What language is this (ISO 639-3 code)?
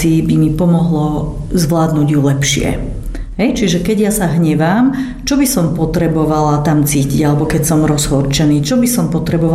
slk